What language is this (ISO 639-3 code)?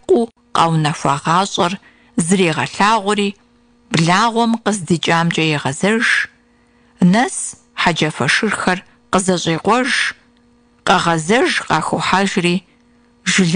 kbd